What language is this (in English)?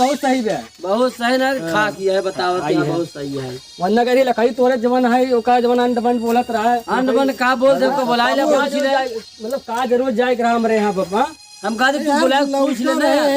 Awadhi